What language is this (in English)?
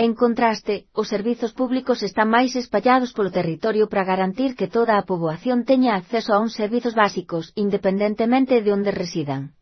Galician